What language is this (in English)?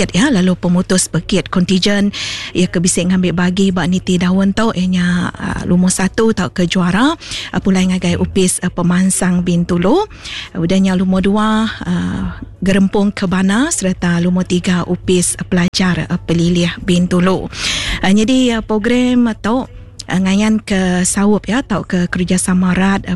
Iban